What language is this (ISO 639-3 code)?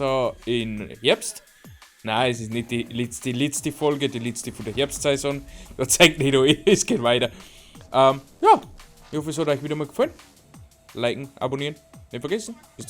bar